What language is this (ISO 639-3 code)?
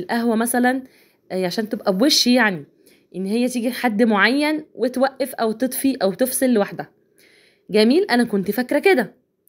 arz